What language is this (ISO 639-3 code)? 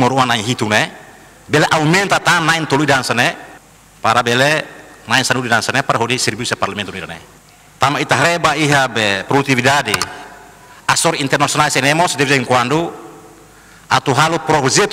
tet